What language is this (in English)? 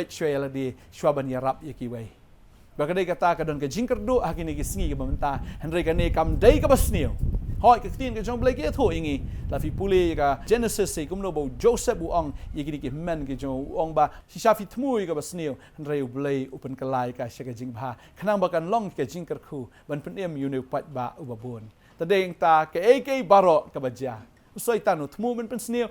Khasi